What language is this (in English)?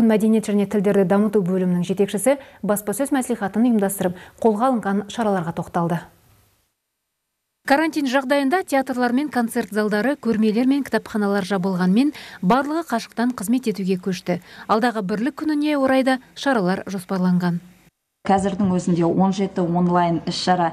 Kazakh